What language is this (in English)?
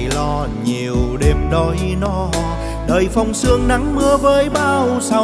Vietnamese